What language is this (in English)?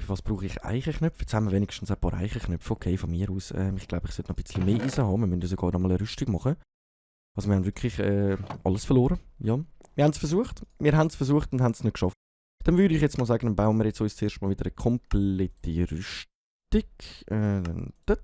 Swiss German